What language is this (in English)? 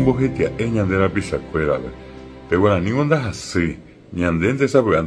Guarani